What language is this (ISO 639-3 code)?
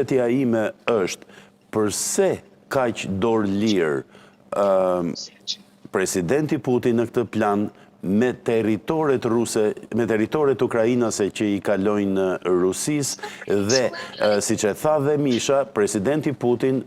sqi